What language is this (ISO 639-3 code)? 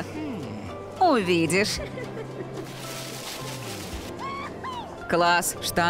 rus